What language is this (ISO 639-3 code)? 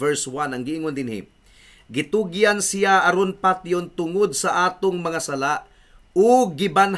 ceb